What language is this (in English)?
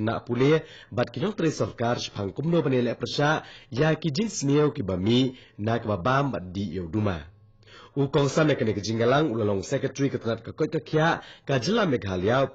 Khasi